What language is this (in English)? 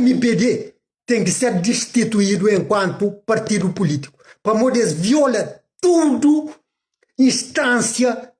Kabuverdianu